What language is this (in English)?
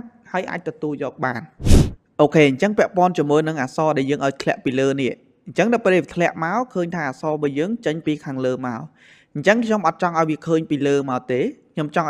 Khmer